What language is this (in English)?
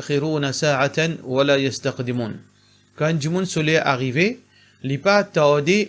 Morisyen